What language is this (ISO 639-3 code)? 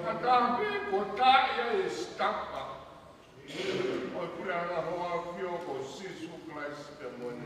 ton